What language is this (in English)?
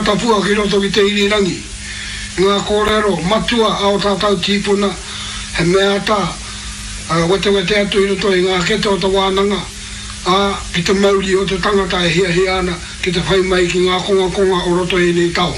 Māori